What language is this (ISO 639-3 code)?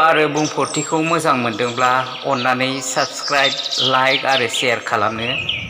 brx